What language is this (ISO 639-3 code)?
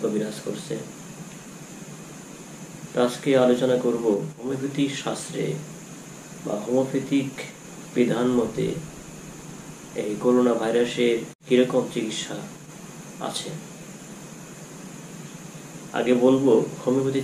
ben